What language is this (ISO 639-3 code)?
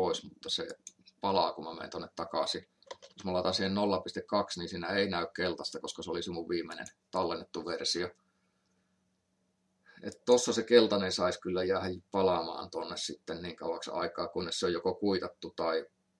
fin